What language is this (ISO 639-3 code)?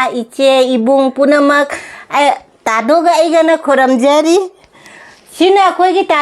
mni